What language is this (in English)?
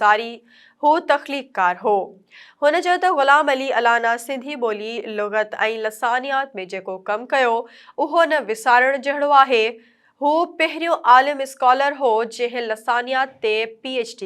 Sindhi